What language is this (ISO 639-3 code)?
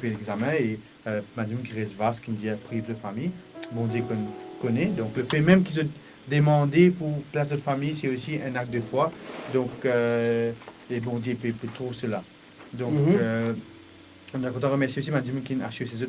mfe